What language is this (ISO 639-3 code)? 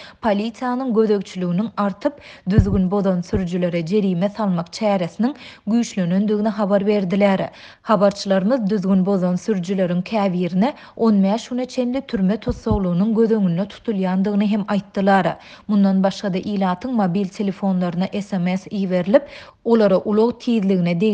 tuk